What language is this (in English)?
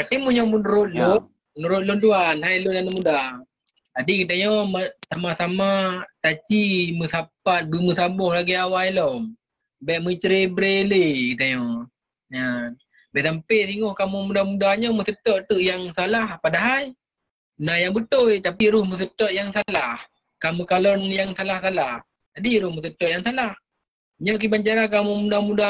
Achinese